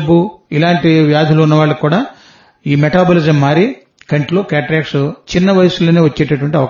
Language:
Telugu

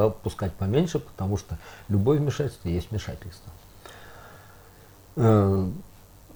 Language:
Russian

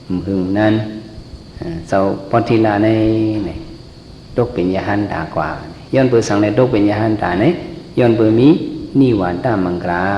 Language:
Shan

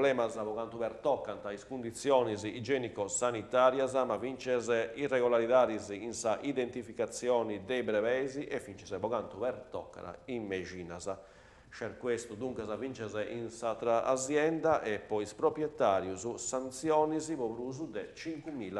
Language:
Sardinian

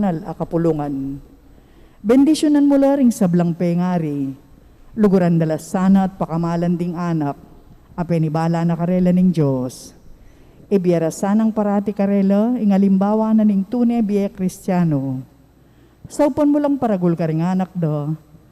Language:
Pampanga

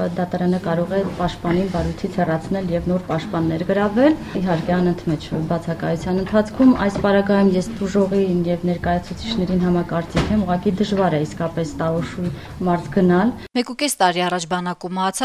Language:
Armenian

